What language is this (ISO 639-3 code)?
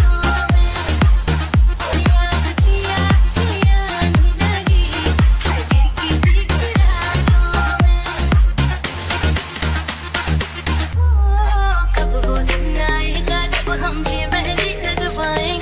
hin